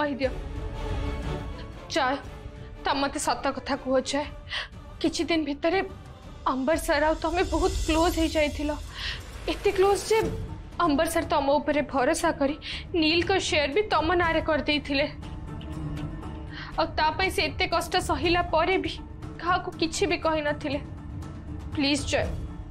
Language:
Odia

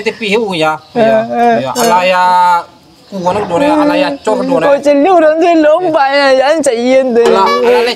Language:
Minangkabau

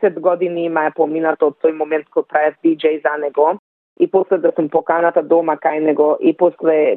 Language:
Macedonian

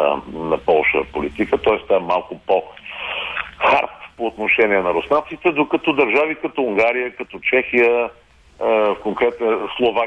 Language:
Bulgarian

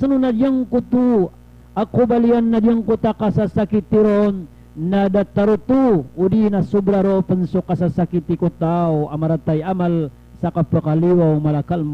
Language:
Maranao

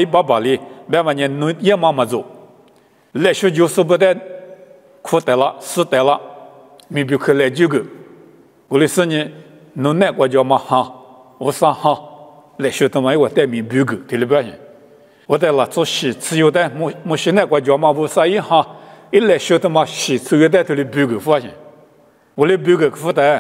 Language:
Lisu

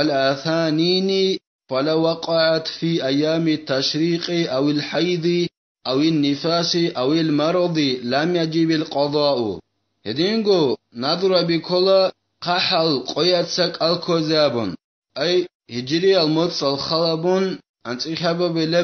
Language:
Avaric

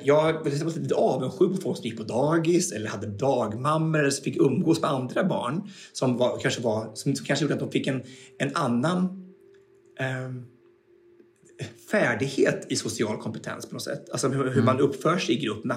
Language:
Swedish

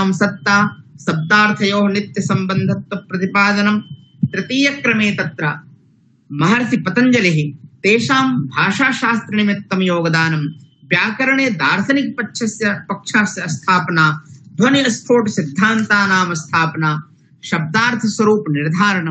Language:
Sanskrit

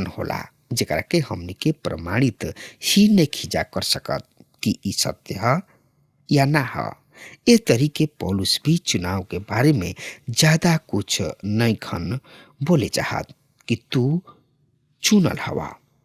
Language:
Bhojpuri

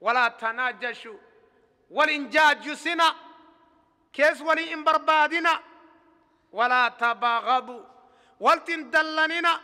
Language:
Oromo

